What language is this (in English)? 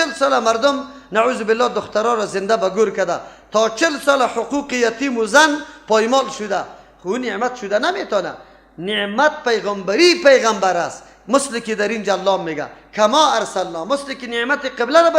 Persian